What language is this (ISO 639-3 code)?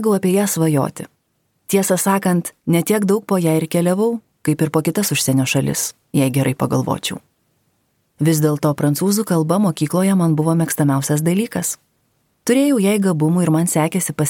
lit